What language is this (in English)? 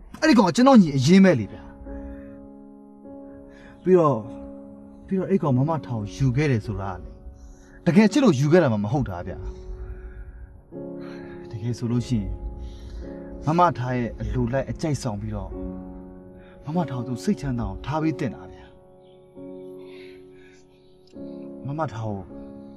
Burmese